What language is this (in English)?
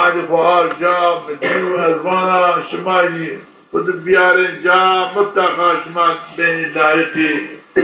Zaza